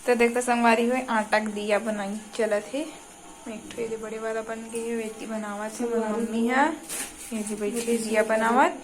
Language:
Chhattisgarhi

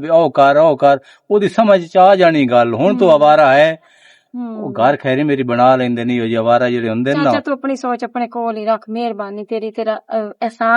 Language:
Western Panjabi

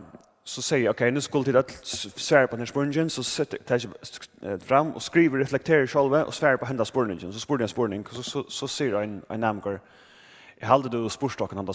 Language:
Faroese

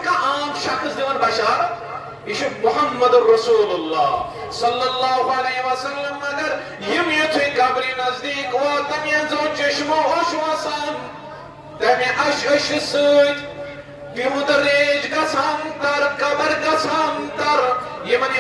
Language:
Kashmiri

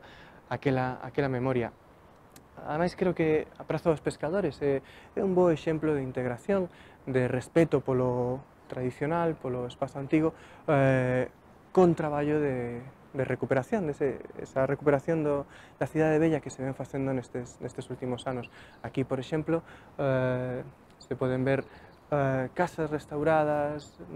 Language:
Galician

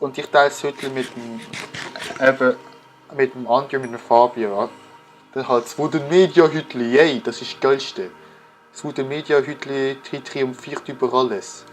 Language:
Swiss German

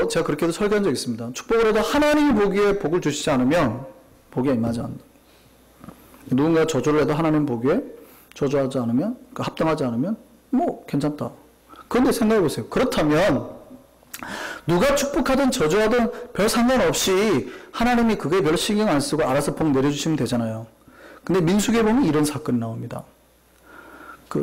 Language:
Korean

